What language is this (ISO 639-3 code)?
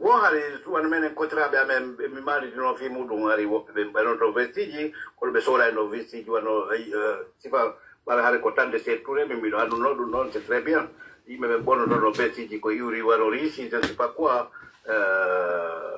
fuf